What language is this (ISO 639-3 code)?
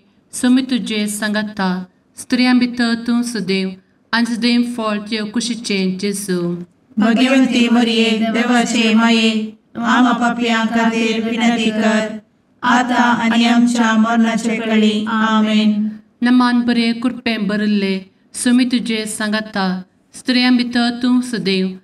kok